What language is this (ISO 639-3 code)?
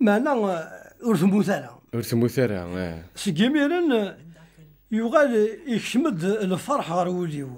kab